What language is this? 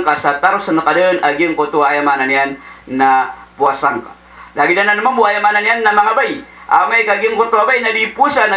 Maranao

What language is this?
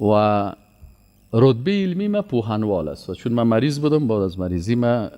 Persian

